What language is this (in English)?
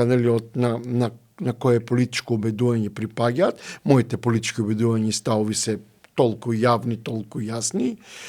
Macedonian